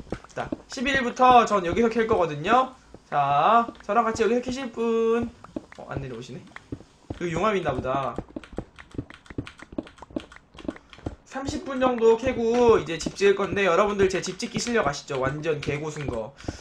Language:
Korean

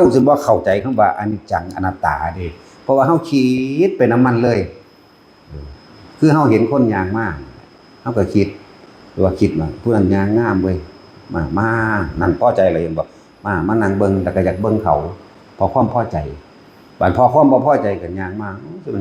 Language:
Northeastern Thai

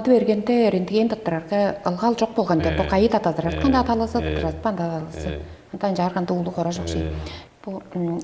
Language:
Tuvinian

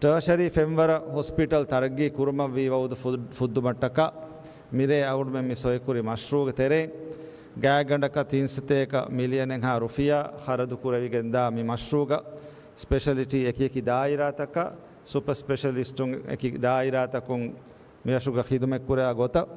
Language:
Divehi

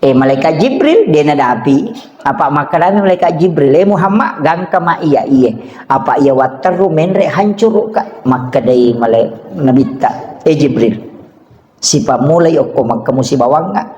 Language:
Buginese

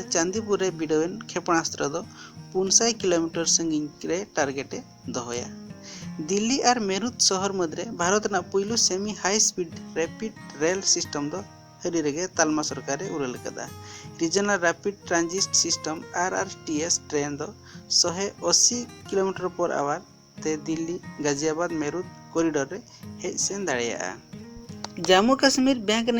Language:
Santali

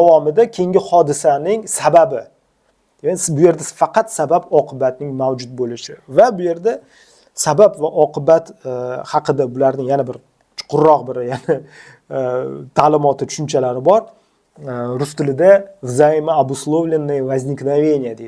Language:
Uzbek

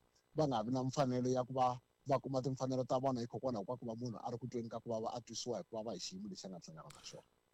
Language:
Tsonga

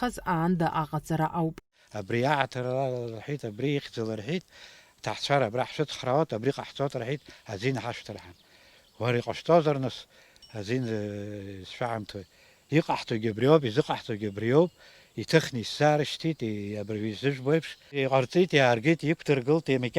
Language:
Abkhazian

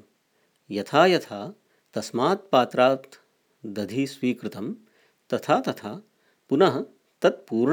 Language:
Sanskrit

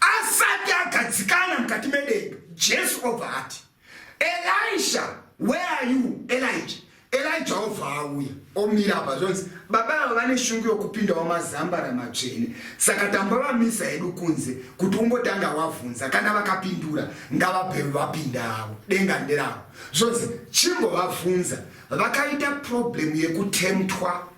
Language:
Shona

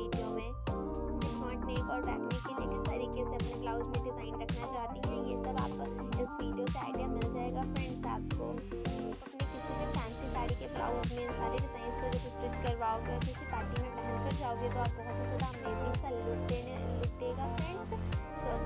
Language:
Hindi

